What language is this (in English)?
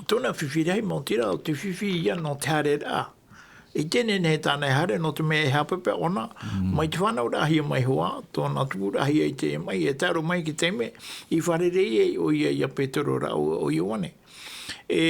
Tahitian